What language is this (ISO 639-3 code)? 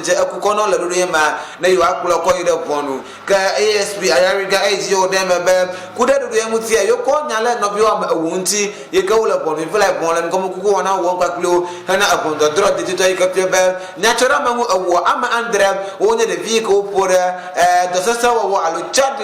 ewe